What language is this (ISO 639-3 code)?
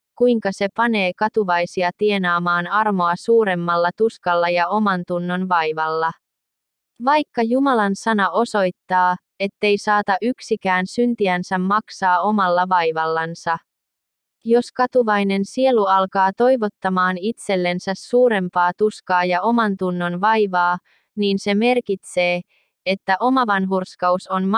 fin